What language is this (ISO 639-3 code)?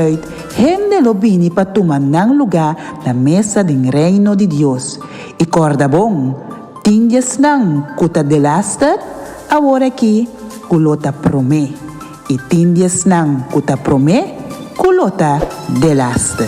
pap